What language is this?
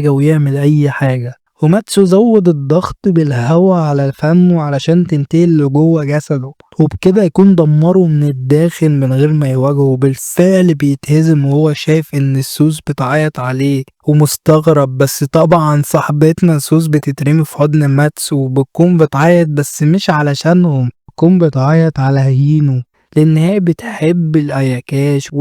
Egyptian Arabic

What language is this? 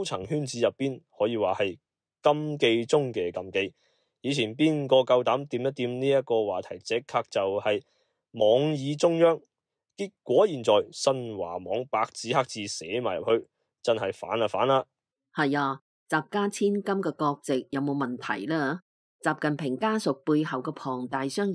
Cantonese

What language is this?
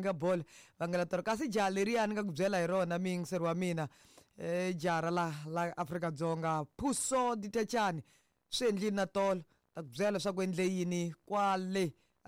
Tsonga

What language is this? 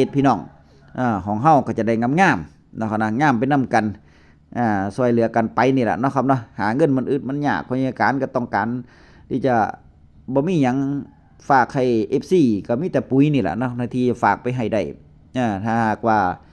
Northeastern Thai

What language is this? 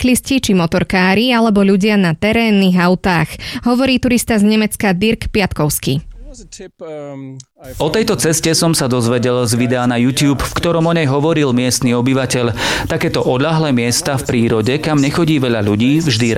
Slovak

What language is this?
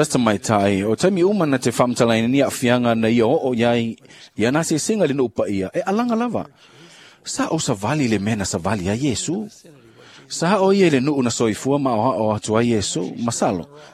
Samoan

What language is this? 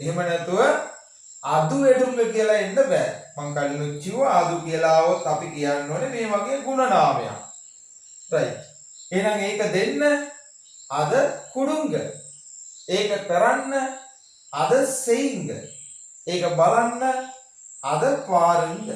Sinhala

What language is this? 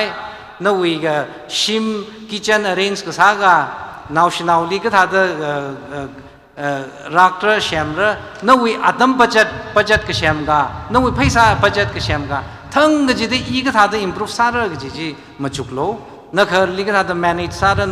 Tangkhul Naga (India)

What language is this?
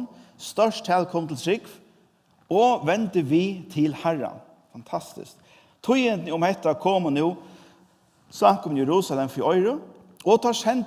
Faroese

